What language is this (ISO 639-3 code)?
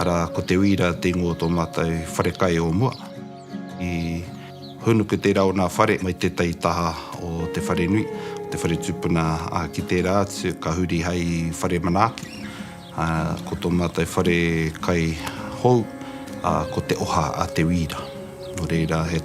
mri